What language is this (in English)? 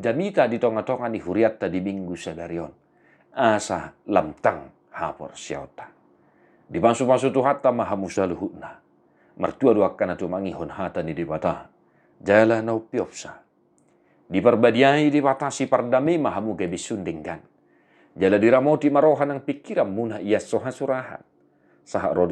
Batak Toba